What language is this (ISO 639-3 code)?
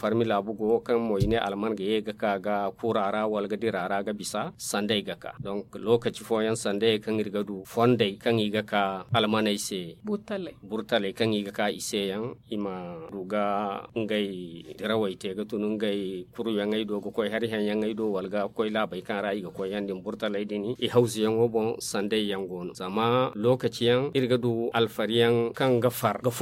dje